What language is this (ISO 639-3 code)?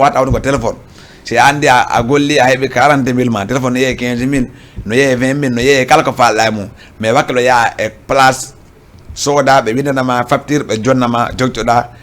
ful